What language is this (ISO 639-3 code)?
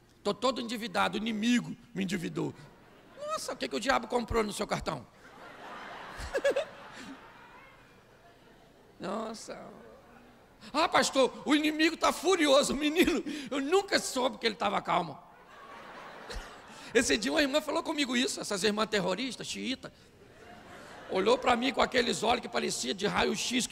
por